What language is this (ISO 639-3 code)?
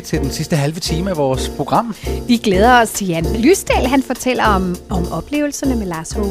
dan